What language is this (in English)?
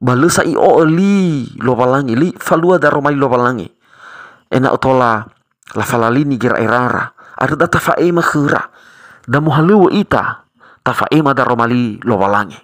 Nias